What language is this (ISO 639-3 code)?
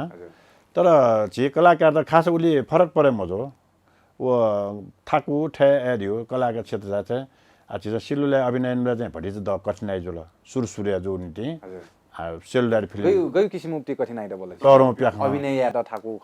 new